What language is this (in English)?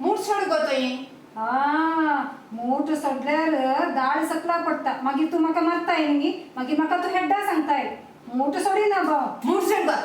Konkani